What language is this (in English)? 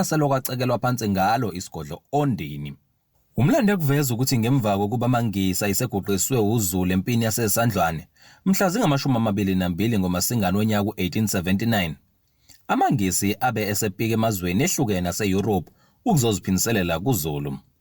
Zulu